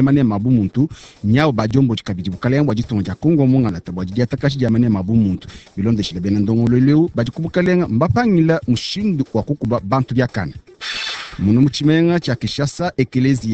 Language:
Luba-Lulua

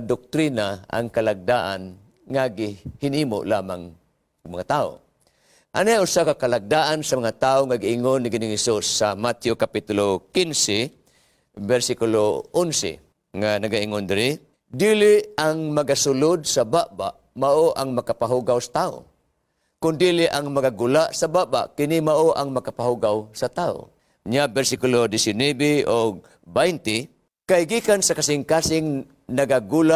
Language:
Cebuano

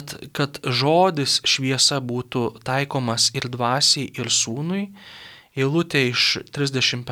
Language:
Lithuanian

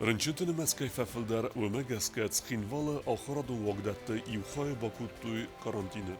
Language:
Ossetic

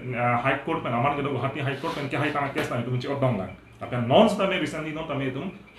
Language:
Karbi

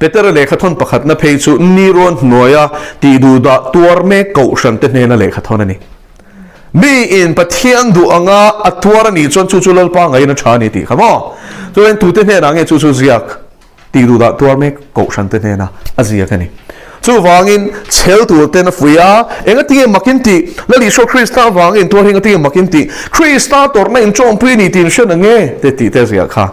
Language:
Mizo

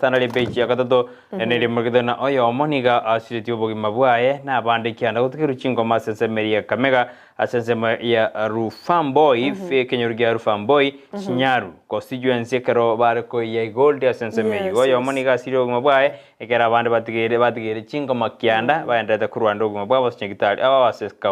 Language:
Gusii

